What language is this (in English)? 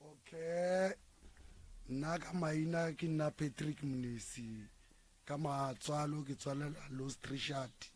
Northern Sotho